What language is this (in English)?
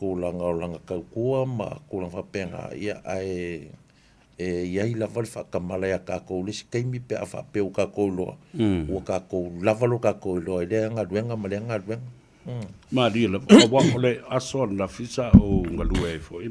Samoan